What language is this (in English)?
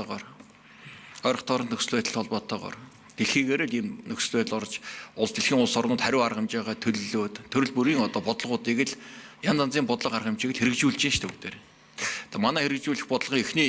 Mongolian